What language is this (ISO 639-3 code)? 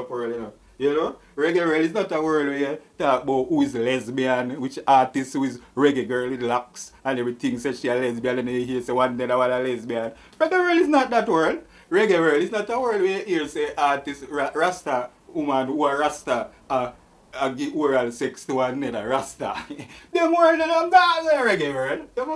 jam